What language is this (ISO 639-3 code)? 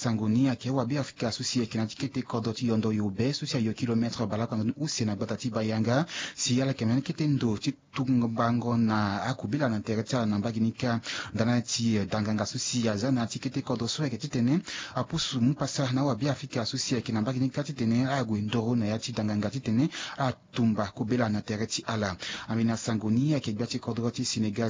sag